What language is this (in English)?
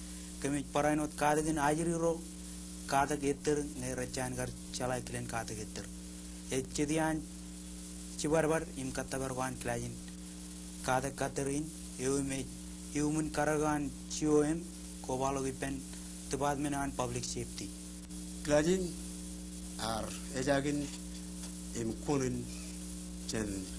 Marshallese